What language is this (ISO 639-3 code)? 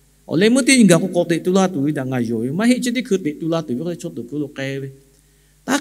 lhu